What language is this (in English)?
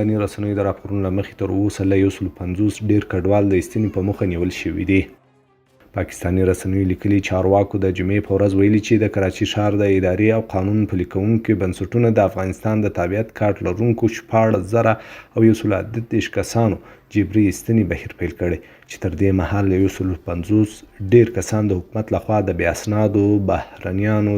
Pashto